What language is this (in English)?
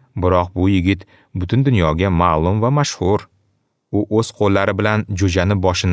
Uzbek